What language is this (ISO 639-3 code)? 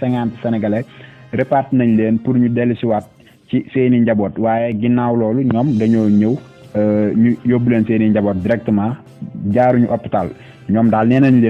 wol